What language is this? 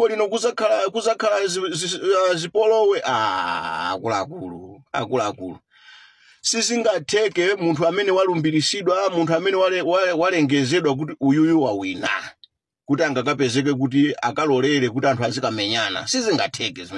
Nyanja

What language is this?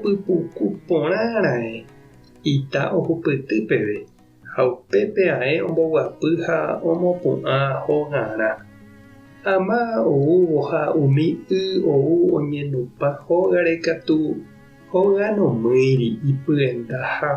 Guarani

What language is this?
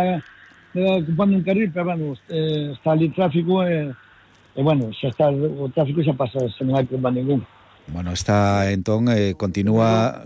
Galician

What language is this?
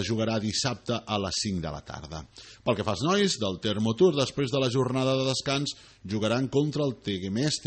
Catalan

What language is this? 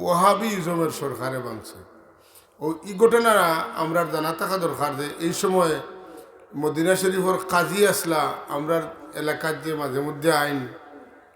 Sylheti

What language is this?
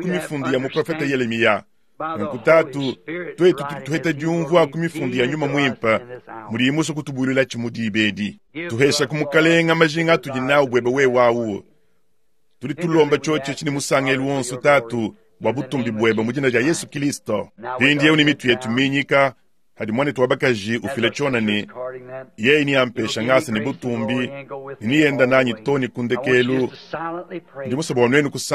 Luba-Lulua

